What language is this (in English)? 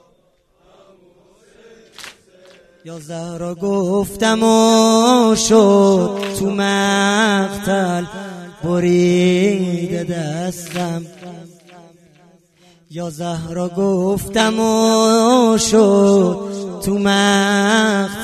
Persian